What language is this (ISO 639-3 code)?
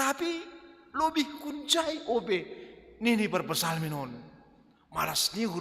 bts